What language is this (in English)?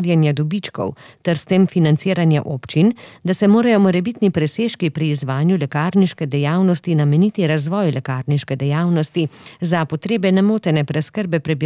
Slovenian